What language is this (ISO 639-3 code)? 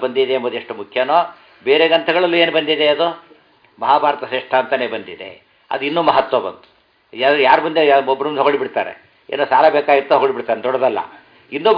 kan